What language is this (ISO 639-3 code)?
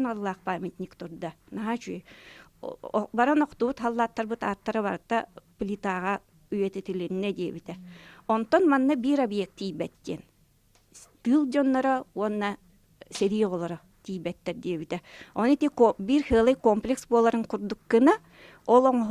sah